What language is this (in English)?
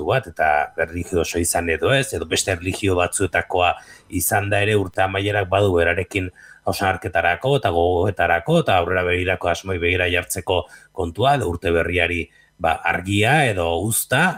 Basque